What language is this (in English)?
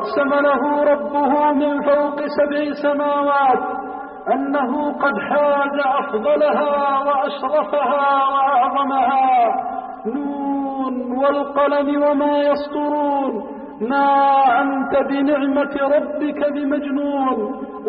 Arabic